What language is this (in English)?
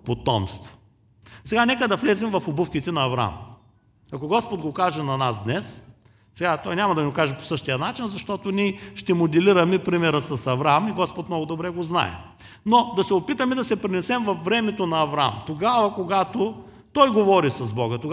Bulgarian